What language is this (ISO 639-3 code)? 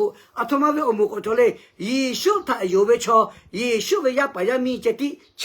lhu